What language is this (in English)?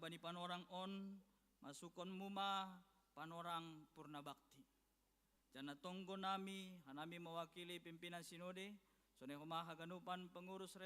Batak Simalungun